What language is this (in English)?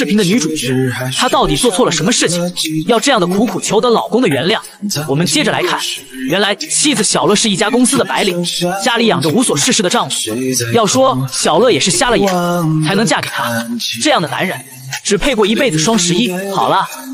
Chinese